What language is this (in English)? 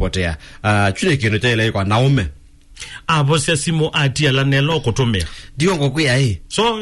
Kamba